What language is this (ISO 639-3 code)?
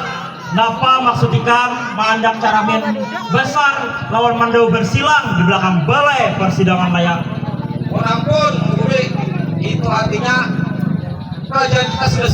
bjn